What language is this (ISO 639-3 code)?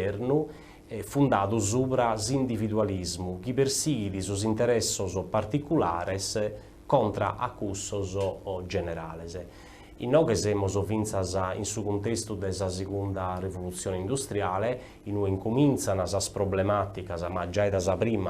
srd